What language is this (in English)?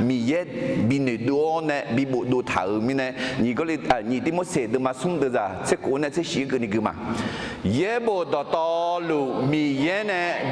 Akha